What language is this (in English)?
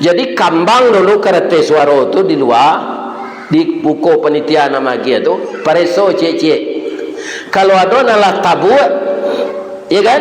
Minangkabau